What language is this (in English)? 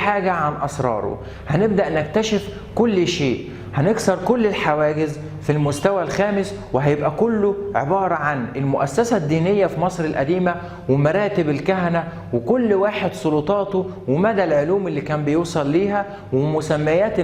Egyptian Arabic